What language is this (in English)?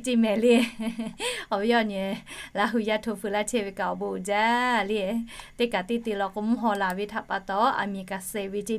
Lahu